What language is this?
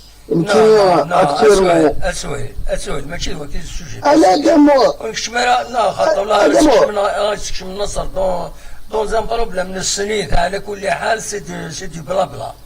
Kabyle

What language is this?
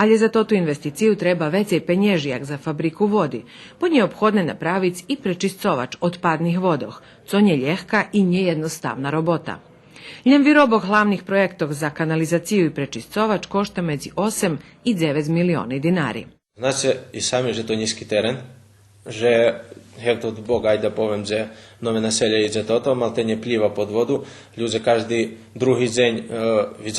Rusyn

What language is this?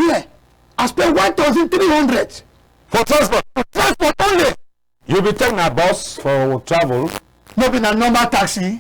Cameroon Pidgin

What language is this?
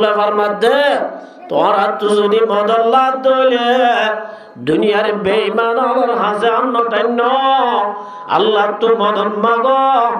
Rohingya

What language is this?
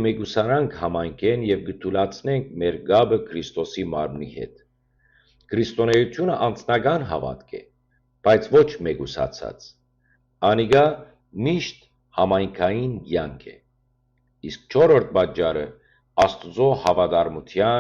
Western Armenian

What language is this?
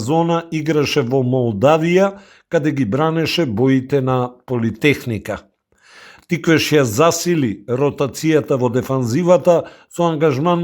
Macedonian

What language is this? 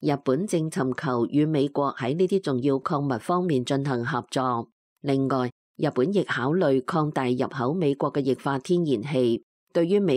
Cantonese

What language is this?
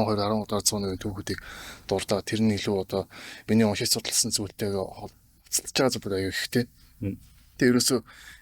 Mongolian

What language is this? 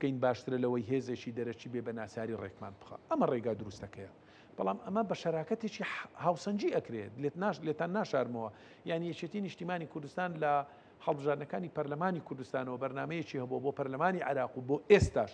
Central Kurdish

